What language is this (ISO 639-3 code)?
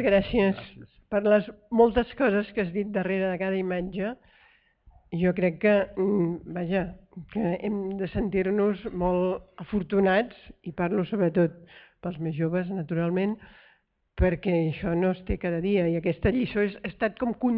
cat